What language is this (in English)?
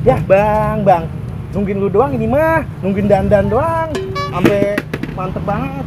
Betawi